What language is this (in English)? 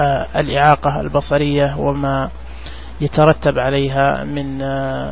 Najdi Arabic